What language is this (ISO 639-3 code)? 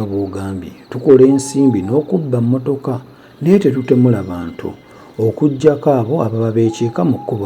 lug